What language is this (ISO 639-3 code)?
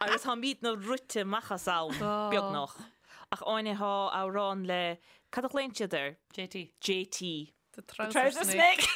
gle